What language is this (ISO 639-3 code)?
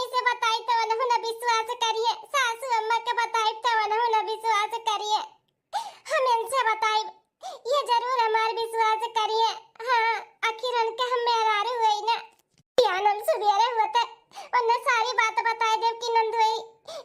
bho